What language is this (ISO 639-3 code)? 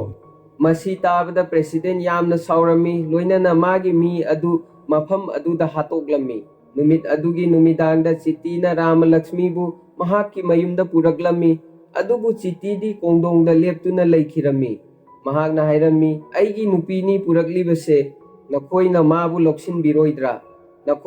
mni